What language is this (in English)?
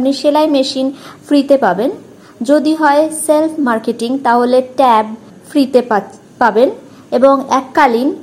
Bangla